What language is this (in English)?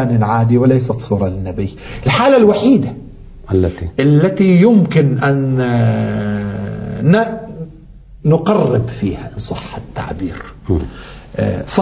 Arabic